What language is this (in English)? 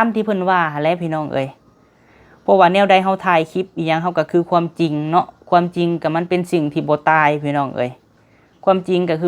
Lao